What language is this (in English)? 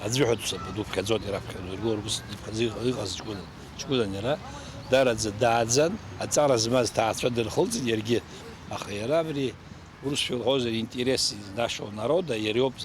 Abkhazian